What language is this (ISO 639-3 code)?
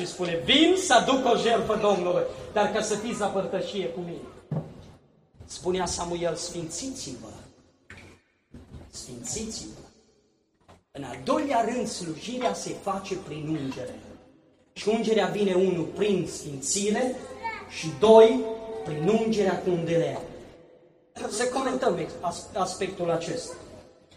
ron